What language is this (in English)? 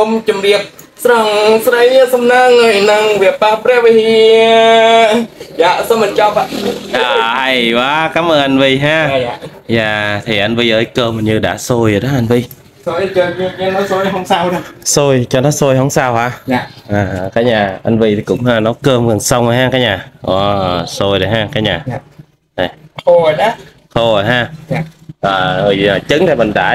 Vietnamese